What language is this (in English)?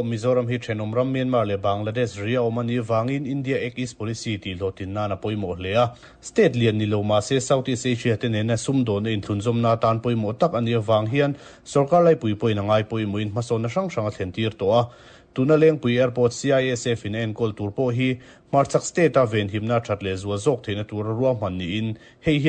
Mizo